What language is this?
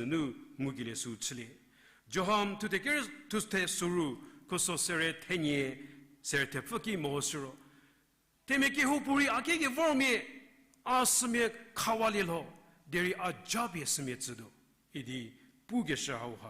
Angami Naga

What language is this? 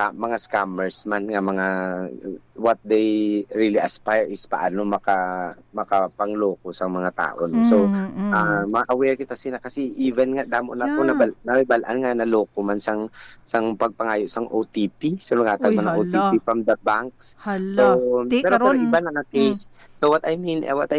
Hiligaynon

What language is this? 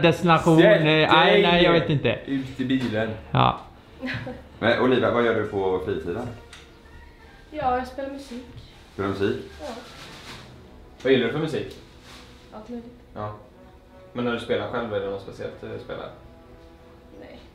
Swedish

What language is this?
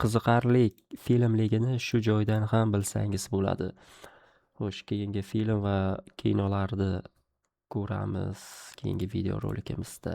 Uzbek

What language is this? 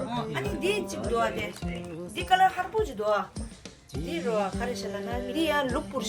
Tibetan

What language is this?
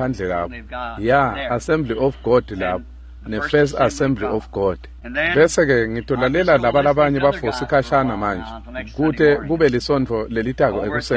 Swati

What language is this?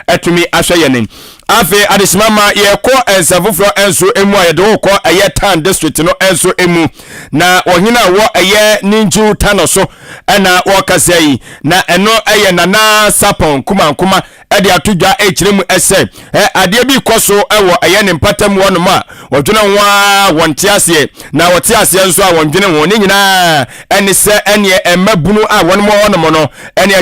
Akan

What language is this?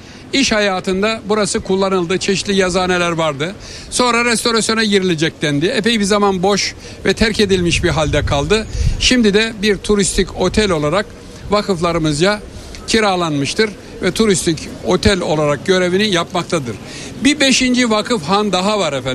Turkish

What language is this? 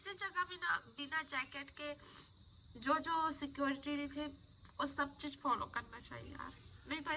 Chhattisgarhi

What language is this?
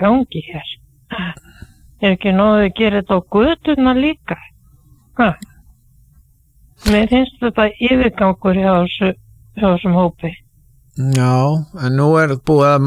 Icelandic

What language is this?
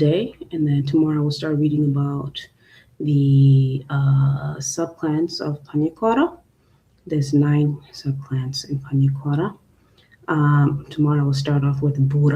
Acoli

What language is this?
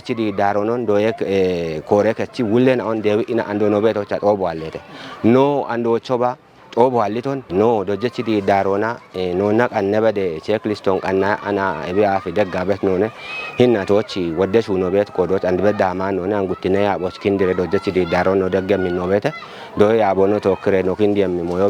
Kafa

